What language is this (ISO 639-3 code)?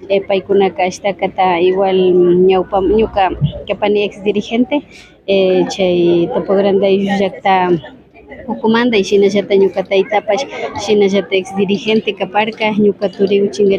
qvi